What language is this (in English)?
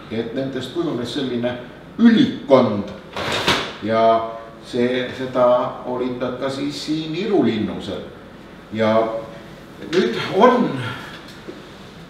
Estonian